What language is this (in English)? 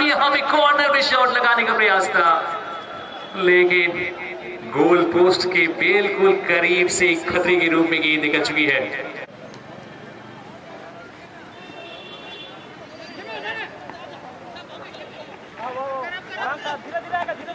Hindi